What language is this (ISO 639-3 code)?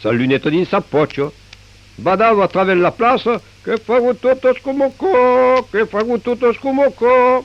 oci